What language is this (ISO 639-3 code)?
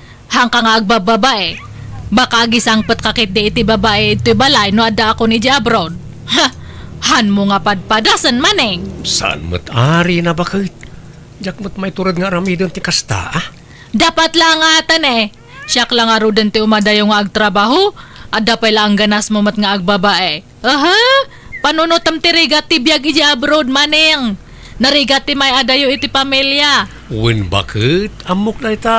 ilo